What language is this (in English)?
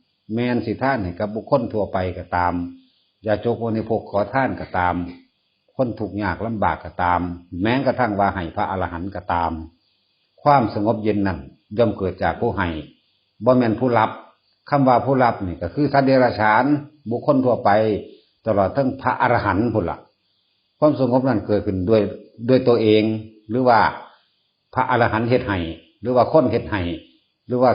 Northeastern Thai